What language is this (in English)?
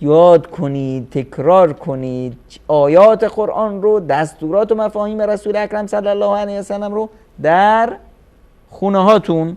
Persian